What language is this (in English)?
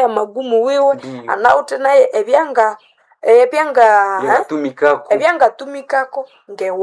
Nande